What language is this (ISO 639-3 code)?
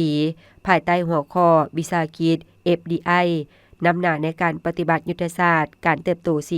lao